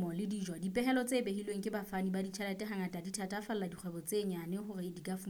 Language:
Southern Sotho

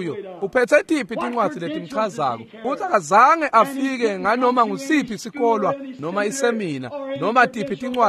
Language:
Swati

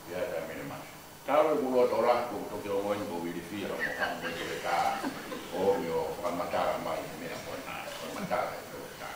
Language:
Tongan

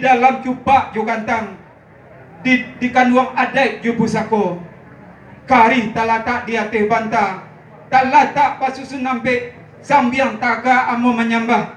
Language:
Minangkabau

